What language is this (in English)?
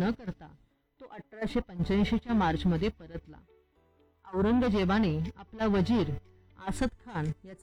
Marathi